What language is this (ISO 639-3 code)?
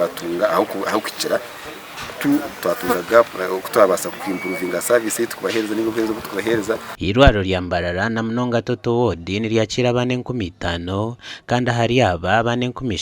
nyn